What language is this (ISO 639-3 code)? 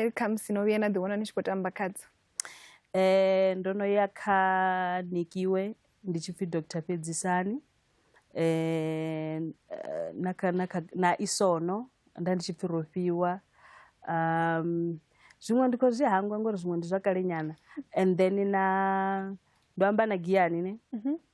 ven